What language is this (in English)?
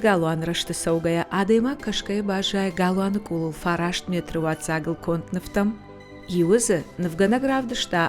Ossetic